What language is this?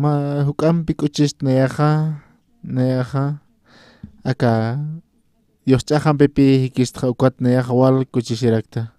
Aymara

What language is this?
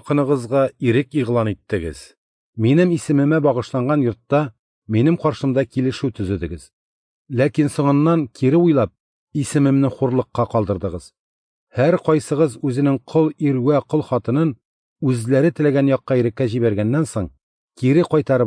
Tatar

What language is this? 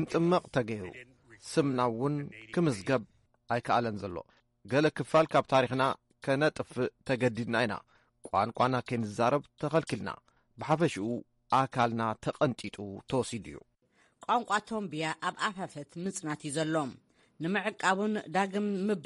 Tigrinya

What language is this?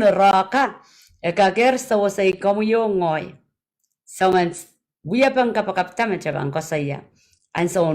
Pohnpeian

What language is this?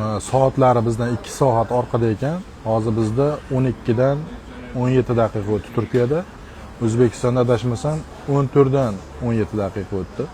Uzbek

